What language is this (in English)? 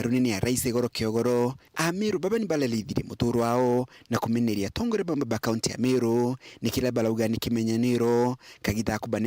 Meru